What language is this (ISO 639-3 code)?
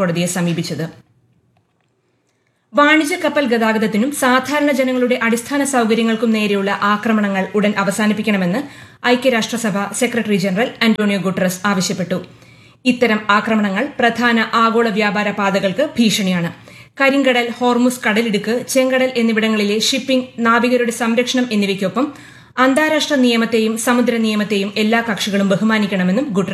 mal